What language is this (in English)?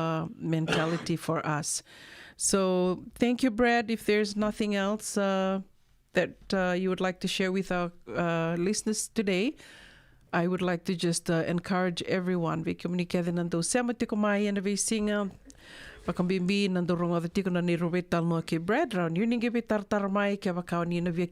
Fijian